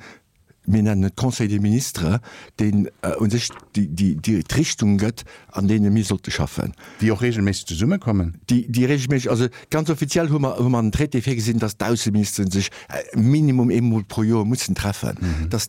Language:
Luxembourgish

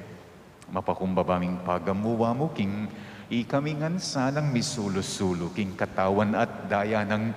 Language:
Pampanga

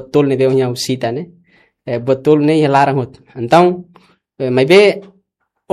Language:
Tetum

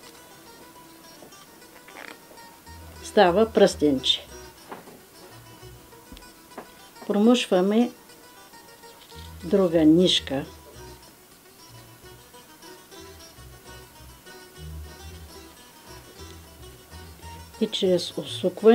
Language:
Bulgarian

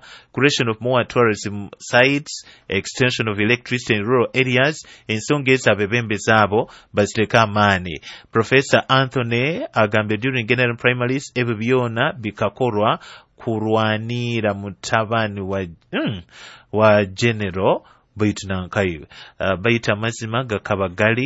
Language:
Nyoro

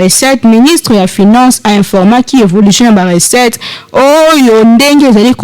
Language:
Lingala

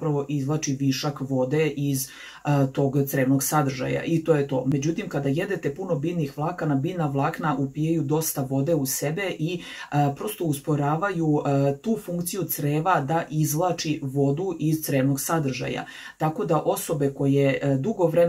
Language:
Serbian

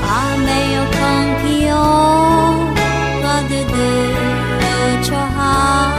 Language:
Akha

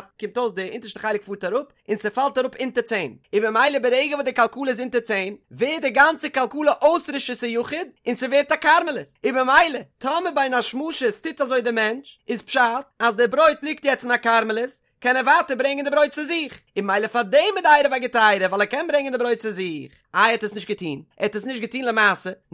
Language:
Yiddish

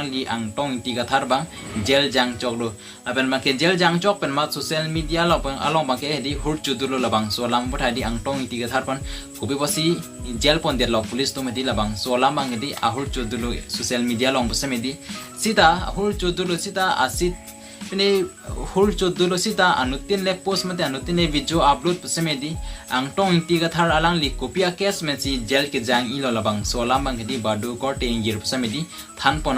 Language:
Karbi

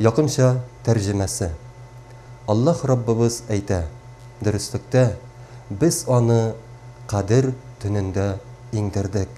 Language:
Tatar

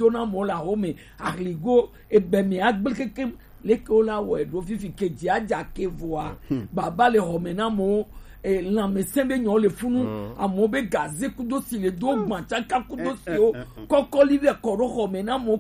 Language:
Gen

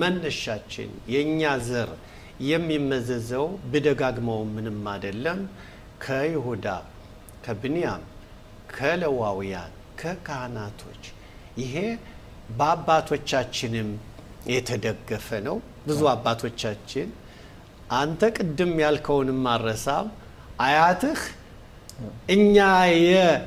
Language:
Amharic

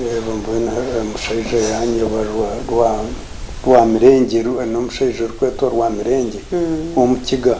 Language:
Nyankole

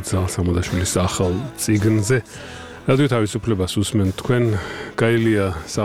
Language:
Georgian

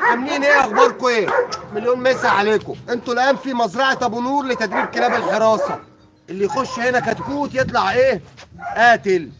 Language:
Egyptian Arabic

